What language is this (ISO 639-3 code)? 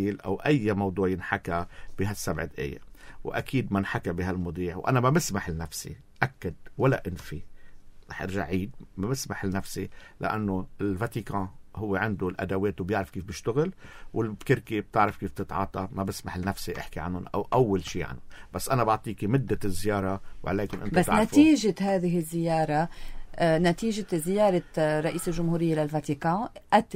apc